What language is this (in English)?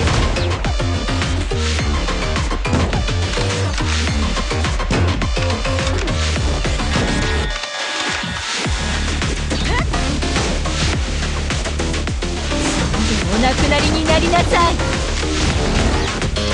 Japanese